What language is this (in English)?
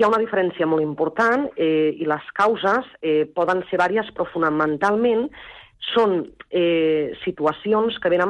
Catalan